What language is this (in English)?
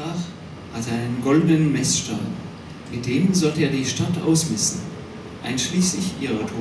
Swiss German